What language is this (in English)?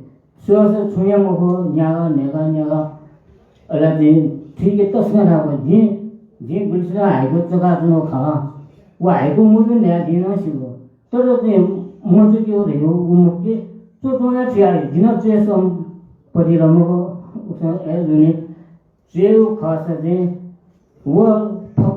Newari